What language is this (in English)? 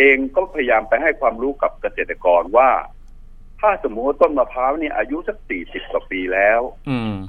Thai